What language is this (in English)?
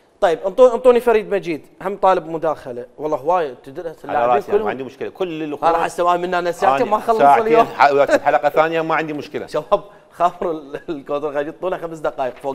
Mesopotamian Arabic